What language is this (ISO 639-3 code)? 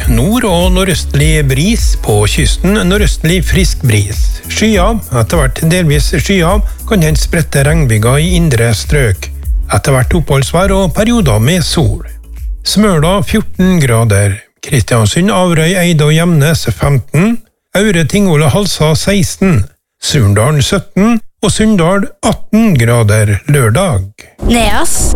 nor